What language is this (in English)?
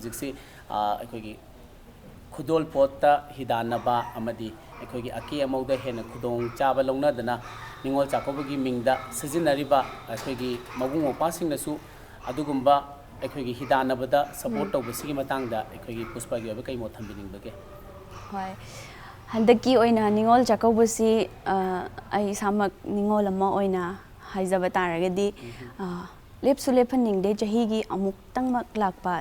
Manipuri